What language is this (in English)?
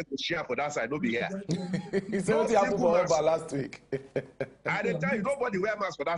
Nigerian Pidgin